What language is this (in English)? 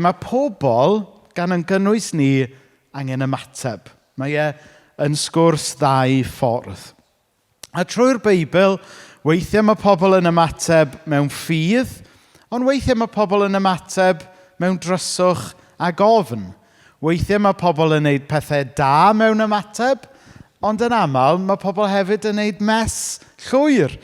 Welsh